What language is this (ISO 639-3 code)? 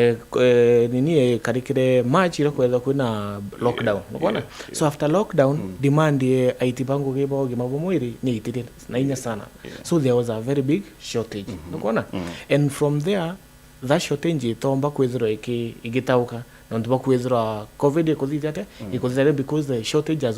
mer